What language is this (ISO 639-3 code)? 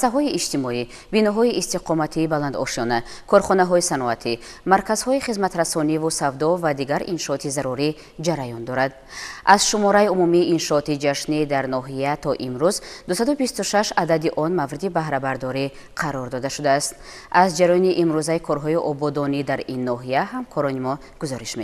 tgk